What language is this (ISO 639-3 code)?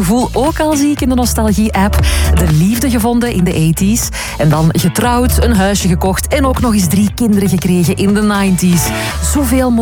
nld